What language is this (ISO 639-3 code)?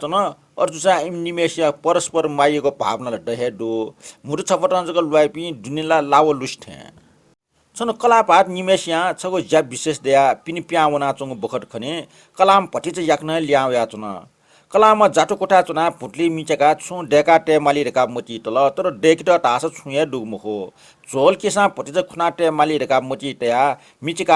new